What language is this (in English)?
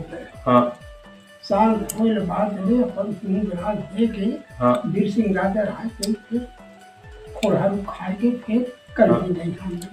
Chhattisgarhi